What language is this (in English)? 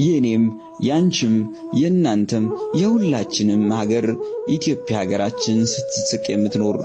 Amharic